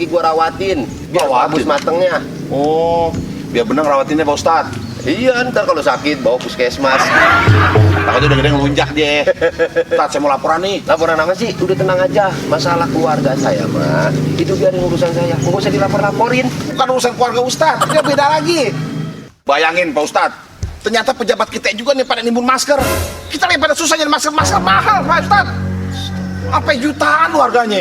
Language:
Betawi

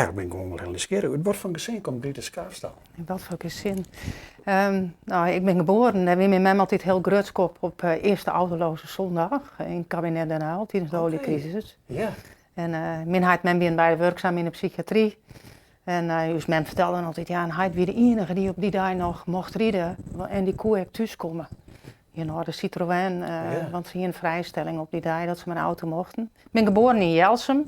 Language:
Western Frisian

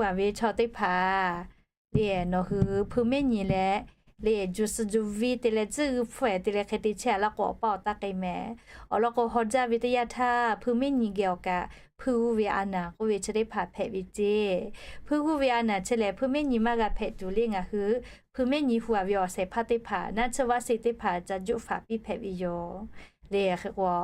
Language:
Lahu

